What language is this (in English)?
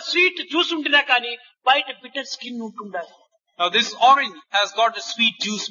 Telugu